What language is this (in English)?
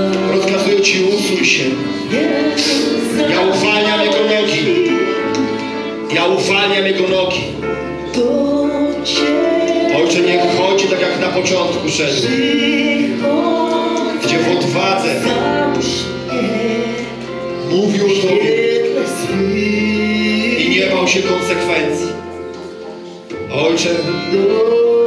Polish